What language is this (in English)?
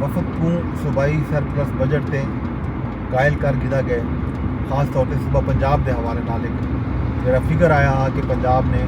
Saraiki